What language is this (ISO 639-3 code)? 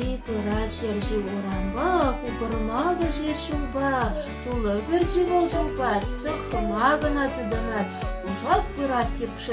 chv